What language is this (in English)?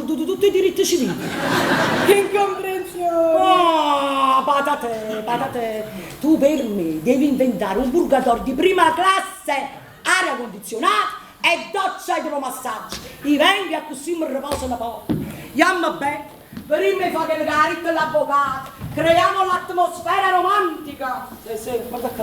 Neapolitan